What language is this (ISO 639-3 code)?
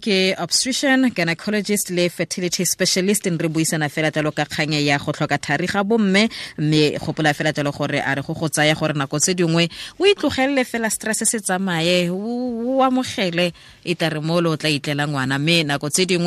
tsn